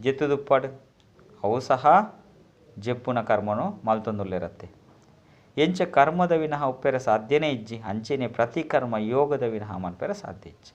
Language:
Tulu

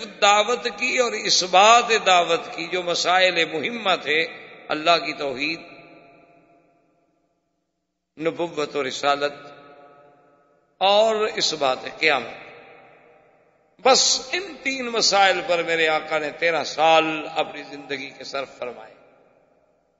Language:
Urdu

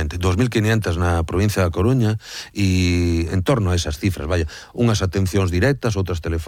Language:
Galician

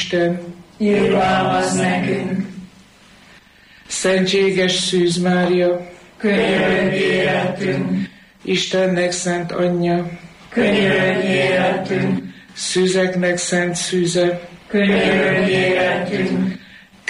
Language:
Hungarian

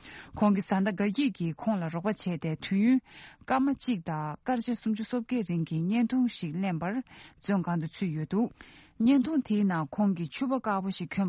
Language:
Tibetan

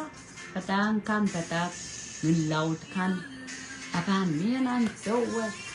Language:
Pohnpeian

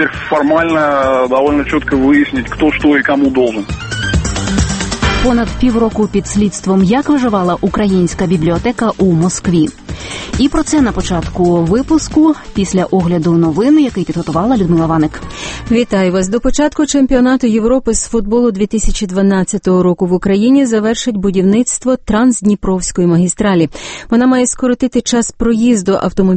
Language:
Ukrainian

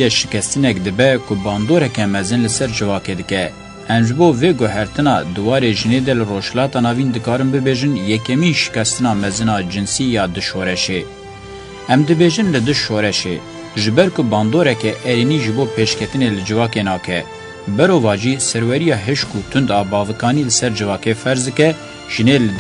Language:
Kurdish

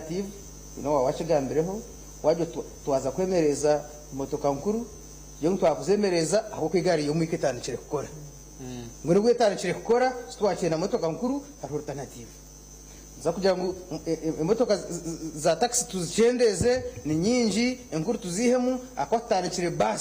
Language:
Nyankole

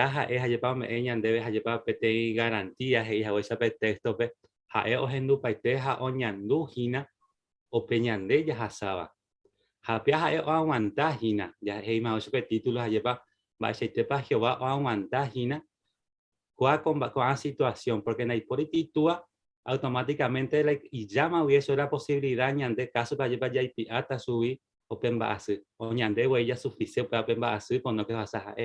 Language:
Guarani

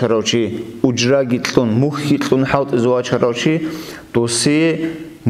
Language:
Avaric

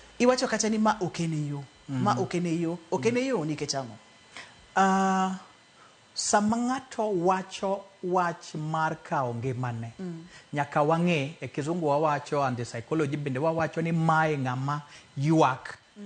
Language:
Luo (Kenya and Tanzania)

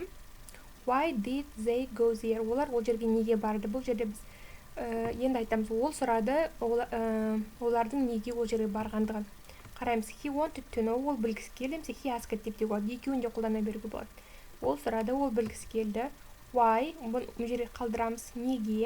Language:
Kazakh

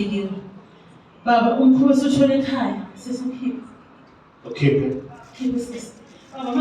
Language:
Zulu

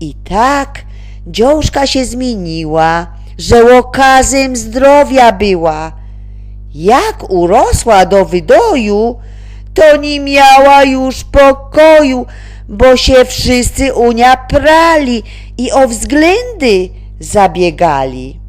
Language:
Silesian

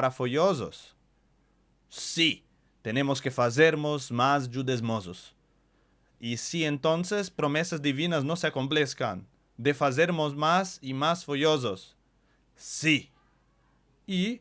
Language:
Ladino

